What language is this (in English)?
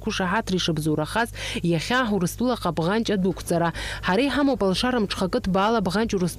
Abkhazian